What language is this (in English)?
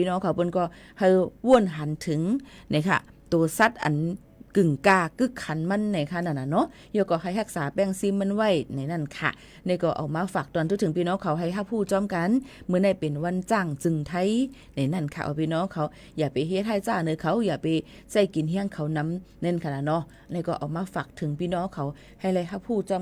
Shan